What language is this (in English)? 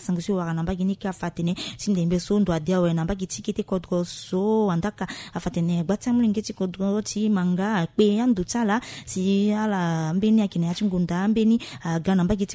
Sango